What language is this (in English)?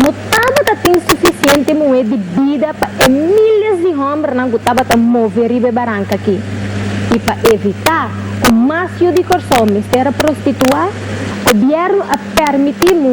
Papiamento